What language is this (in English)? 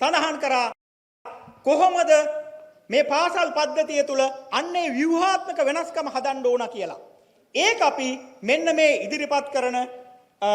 Sinhala